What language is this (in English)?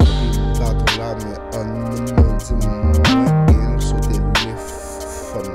Haitian Creole